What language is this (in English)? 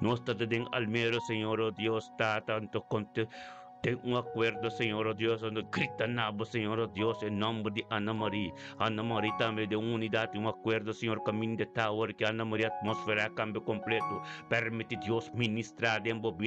Papiamento